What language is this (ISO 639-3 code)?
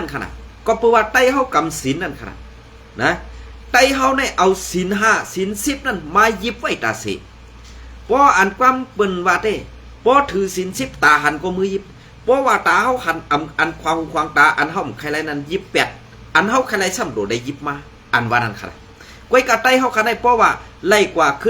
shn